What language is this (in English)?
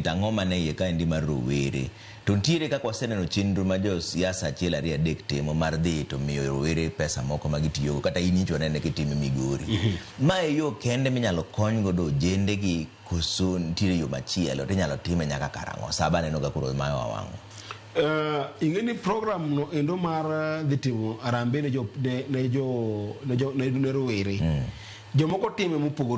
Luo (Kenya and Tanzania)